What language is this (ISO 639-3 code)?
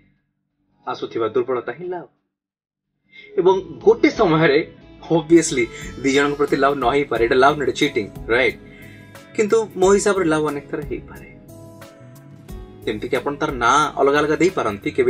ori